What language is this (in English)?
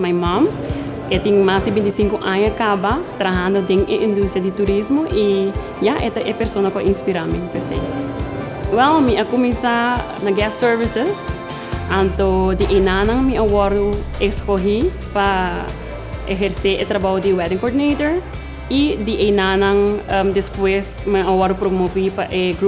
Papiamento